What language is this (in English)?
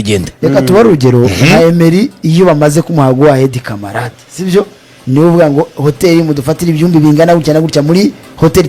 Kinyarwanda